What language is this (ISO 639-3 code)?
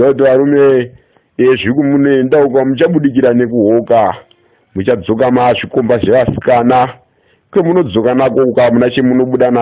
sna